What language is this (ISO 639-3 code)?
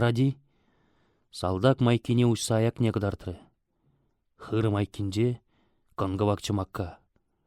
chv